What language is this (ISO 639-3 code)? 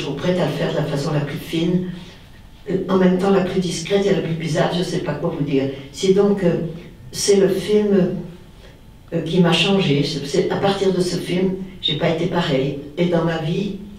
fra